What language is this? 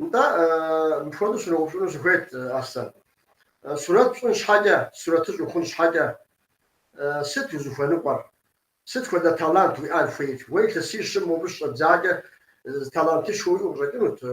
Kabardian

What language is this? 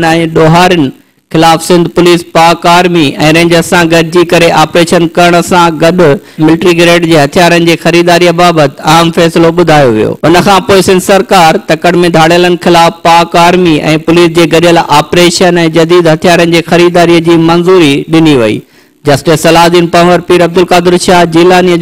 Sindhi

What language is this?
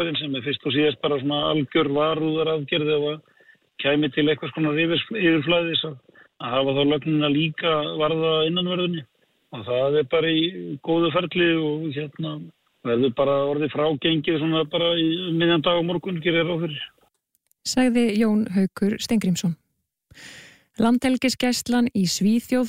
Icelandic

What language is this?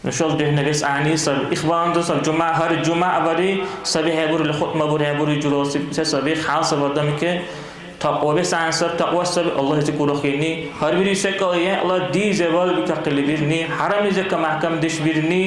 Dargwa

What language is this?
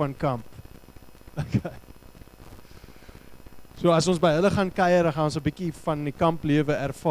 Afrikaans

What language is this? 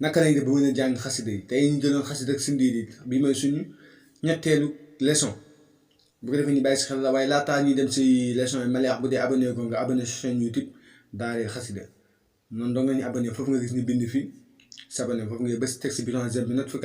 Wolof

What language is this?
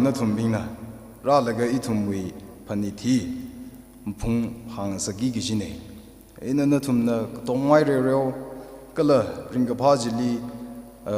Tangkhul Naga (India)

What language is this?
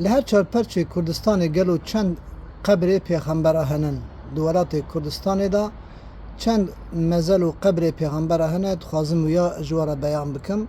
Kurdish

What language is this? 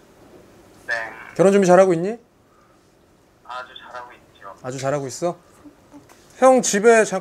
Korean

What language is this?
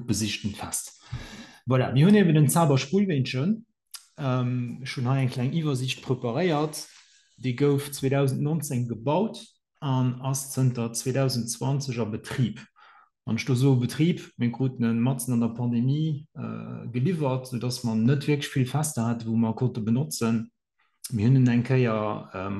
Luxembourgish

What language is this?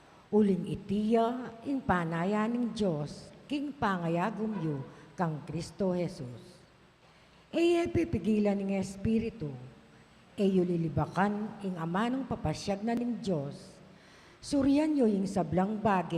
Pampanga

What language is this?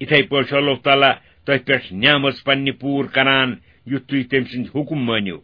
Kashmiri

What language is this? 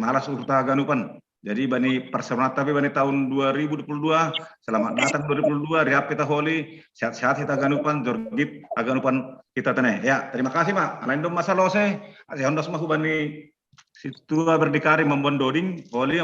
Batak Simalungun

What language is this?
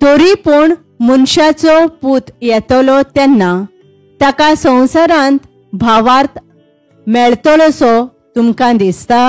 Konkani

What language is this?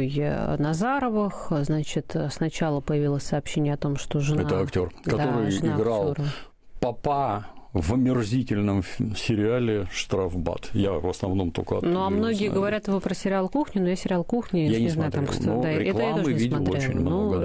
Russian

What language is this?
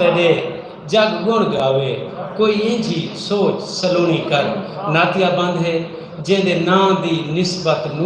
Saraiki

